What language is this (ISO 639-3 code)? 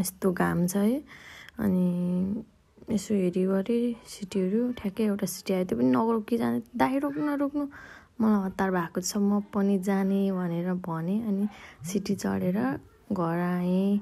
nep